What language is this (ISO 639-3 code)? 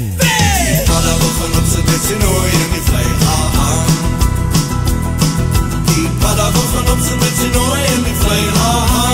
afr